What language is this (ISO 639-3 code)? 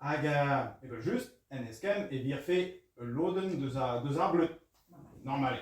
bre